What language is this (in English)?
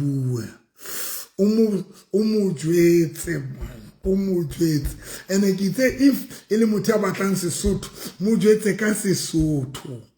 Southern Sotho